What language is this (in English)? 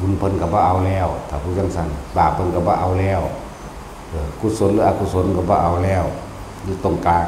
Northeastern Thai